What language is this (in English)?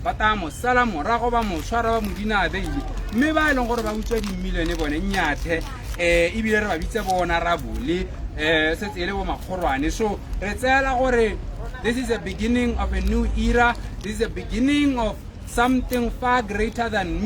Tswana